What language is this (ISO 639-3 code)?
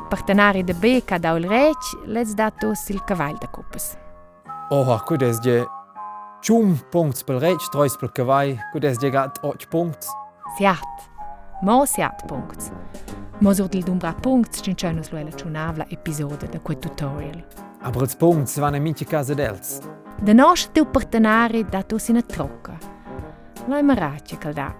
roh